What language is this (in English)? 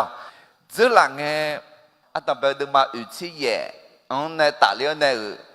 Akha